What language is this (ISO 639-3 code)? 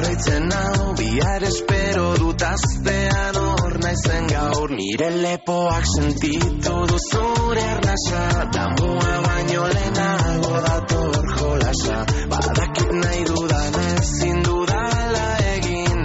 eus